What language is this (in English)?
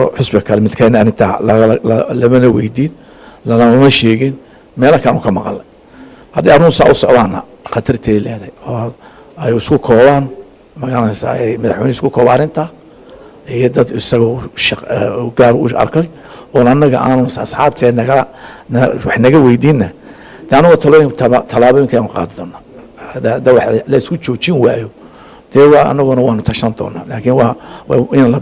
Somali